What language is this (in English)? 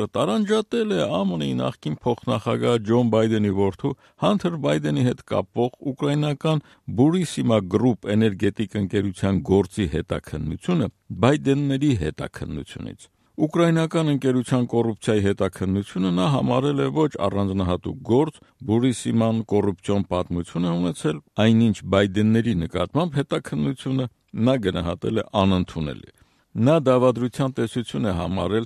Armenian